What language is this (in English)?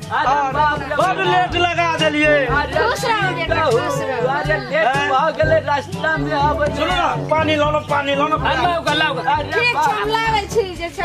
Maithili